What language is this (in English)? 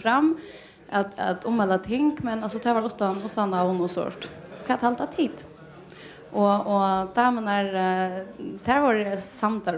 Faroese